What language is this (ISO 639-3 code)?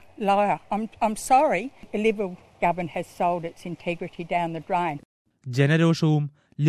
mal